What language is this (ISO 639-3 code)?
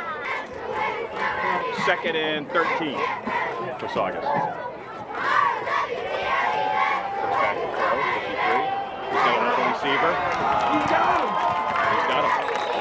eng